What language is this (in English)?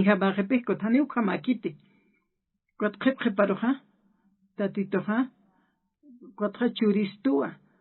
Aymara